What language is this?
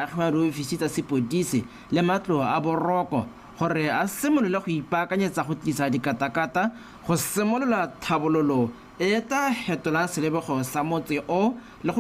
Tswana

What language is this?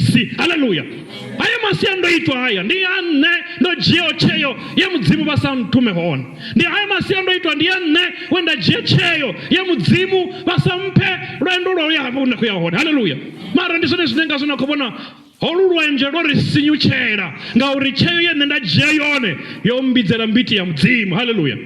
Venda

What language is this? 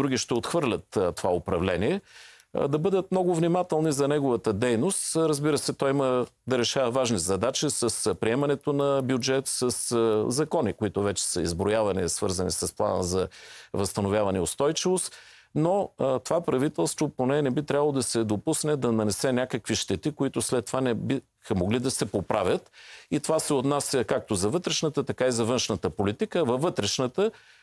Bulgarian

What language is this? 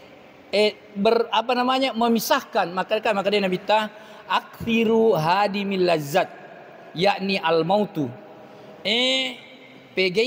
Buginese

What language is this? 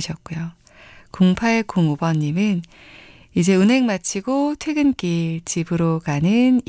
Korean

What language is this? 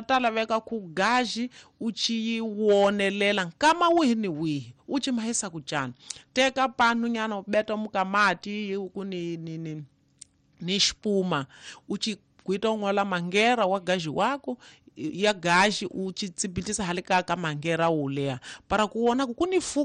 Tsonga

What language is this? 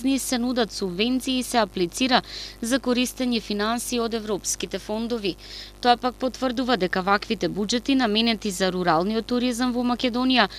Macedonian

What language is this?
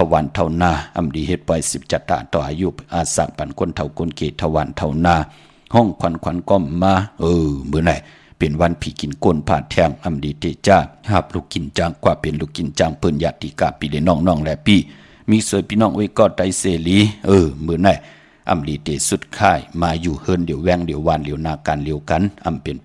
Shan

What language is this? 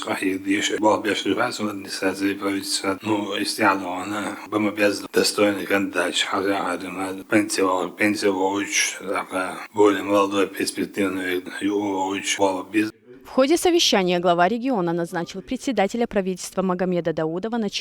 Chechen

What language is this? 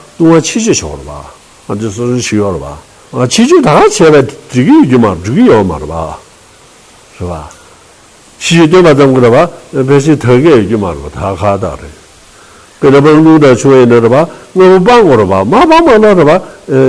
Tibetan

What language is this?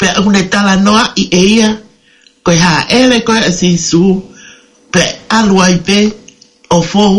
Tongan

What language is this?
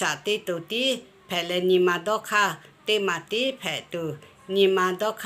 Lahu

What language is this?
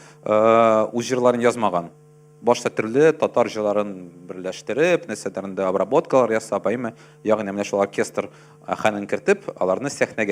Tatar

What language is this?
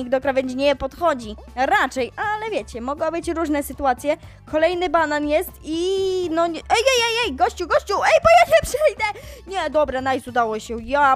Polish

